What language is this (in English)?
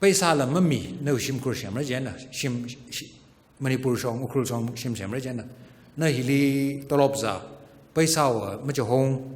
Tangkhul Naga (India)